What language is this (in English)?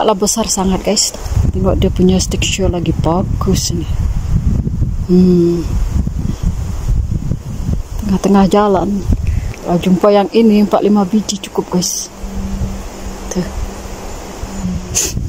Malay